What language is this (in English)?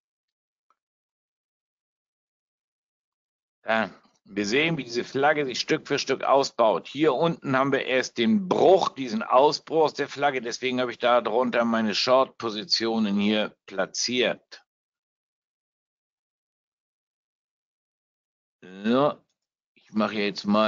German